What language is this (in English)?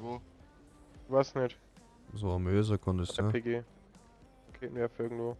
Bavarian